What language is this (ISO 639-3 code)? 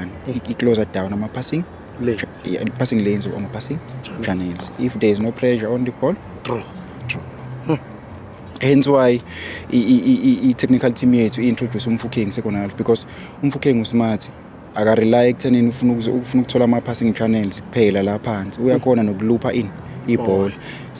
zul